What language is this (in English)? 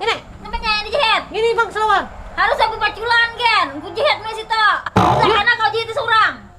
Banjar